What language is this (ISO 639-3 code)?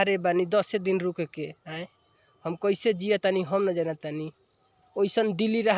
bho